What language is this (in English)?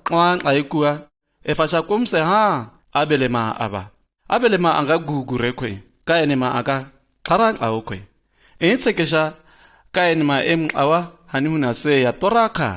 Shua